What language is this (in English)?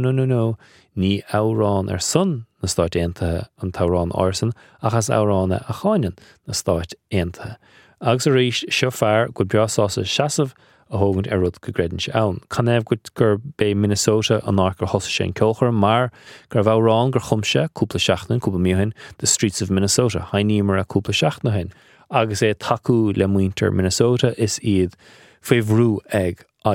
Irish